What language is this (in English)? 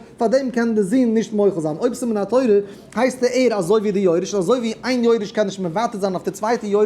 Yiddish